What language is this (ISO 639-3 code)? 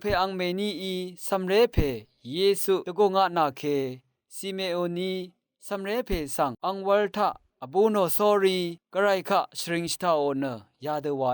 raw